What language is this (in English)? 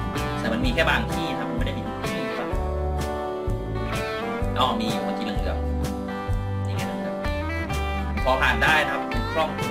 Thai